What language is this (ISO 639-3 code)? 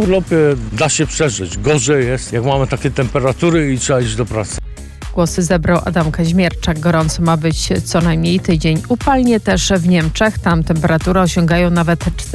pol